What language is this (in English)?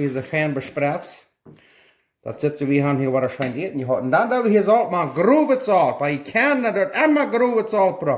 Plautdietsch